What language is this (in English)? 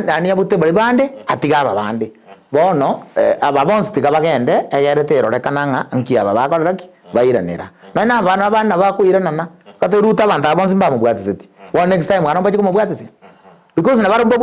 Gusii